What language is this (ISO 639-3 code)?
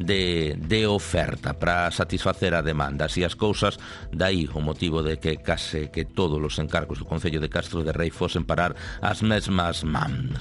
glg